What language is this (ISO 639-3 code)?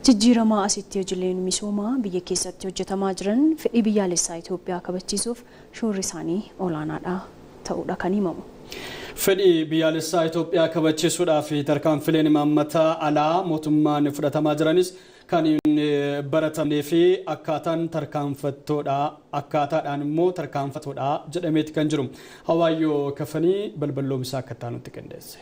orm